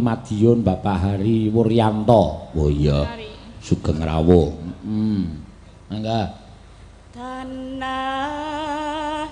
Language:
Javanese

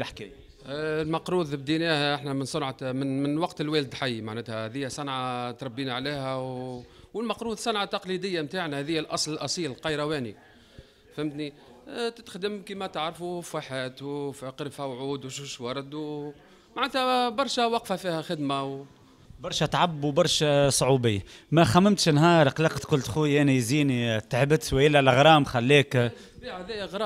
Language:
Tunisian Arabic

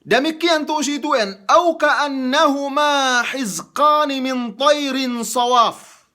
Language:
Yakan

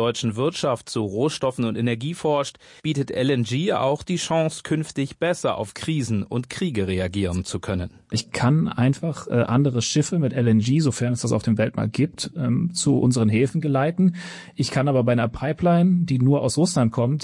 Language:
German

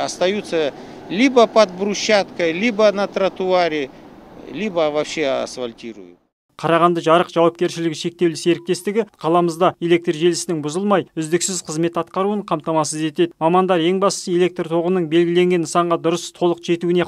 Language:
Kazakh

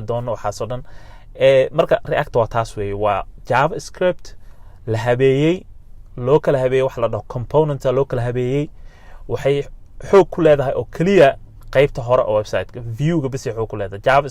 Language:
Somali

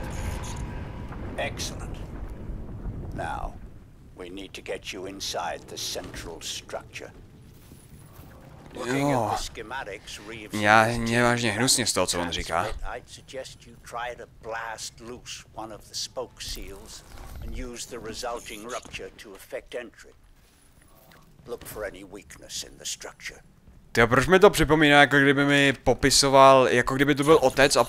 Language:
Czech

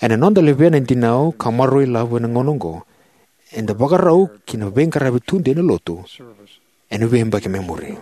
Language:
Fijian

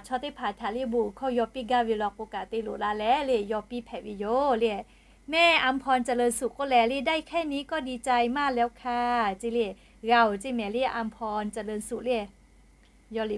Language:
Lahu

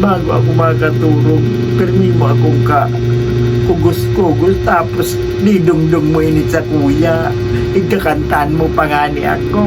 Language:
Bikol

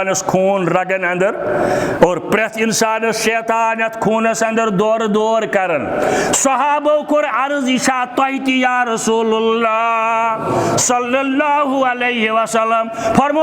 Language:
Kashmiri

